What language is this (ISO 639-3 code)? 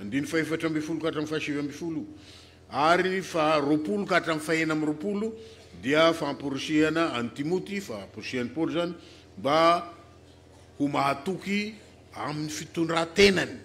mlg